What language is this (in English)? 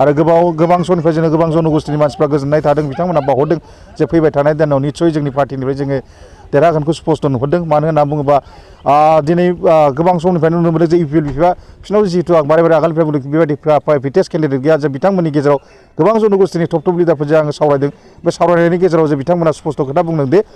Bodo